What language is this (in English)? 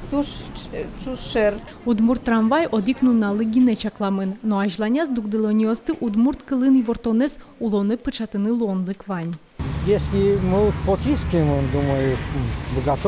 Udmurt